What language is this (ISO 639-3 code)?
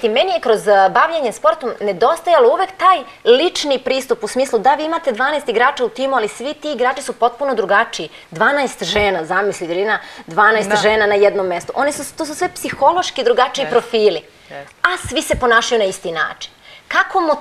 srp